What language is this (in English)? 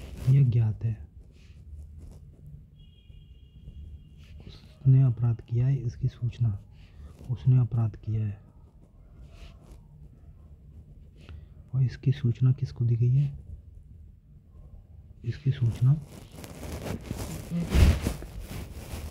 Hindi